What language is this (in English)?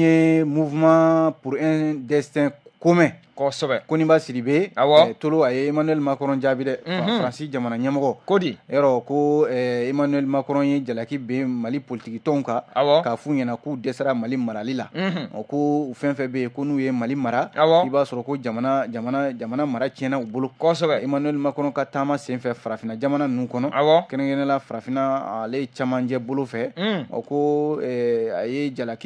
Bambara